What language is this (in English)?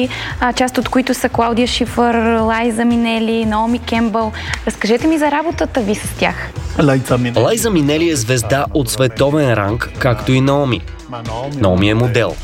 Bulgarian